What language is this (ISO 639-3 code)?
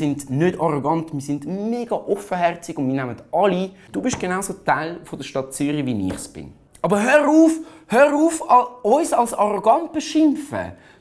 gsw